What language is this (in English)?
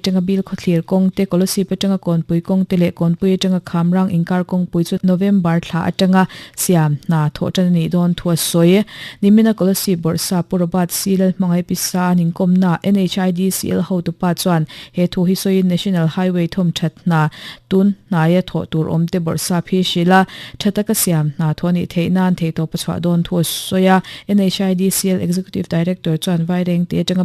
Mizo